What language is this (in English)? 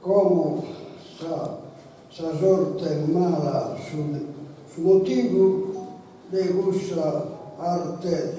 Sardinian